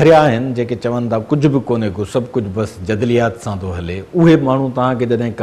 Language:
Sindhi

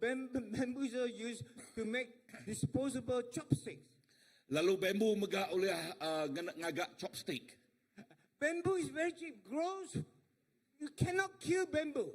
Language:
Iban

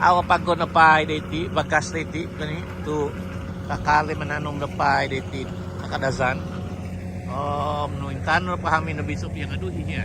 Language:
Central Dusun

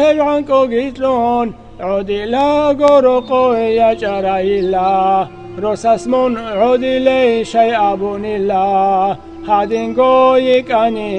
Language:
Avaric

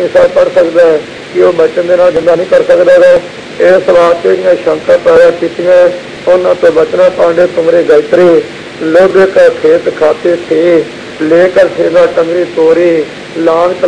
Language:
Punjabi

